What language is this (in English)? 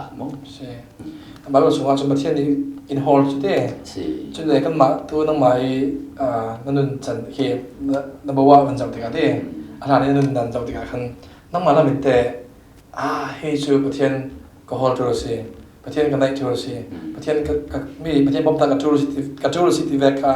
Falam Chin